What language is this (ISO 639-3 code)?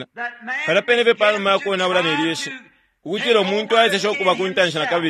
bem